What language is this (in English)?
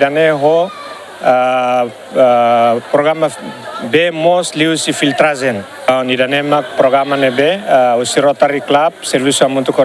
Tetum